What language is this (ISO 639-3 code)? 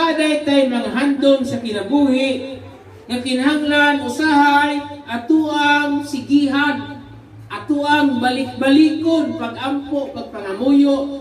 ceb